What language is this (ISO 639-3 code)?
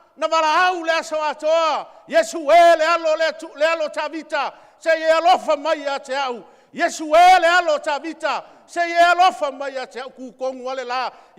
smo